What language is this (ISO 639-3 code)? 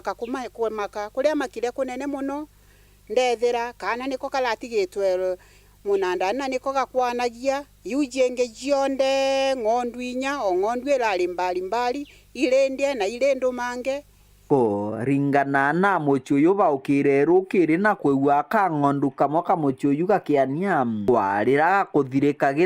mer